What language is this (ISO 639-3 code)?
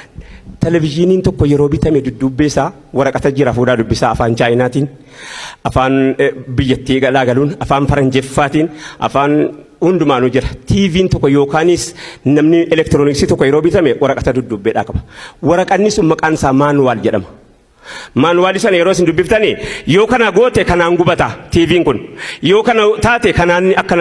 orm